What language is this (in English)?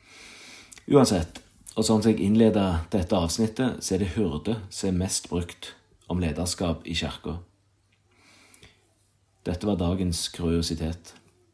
Norwegian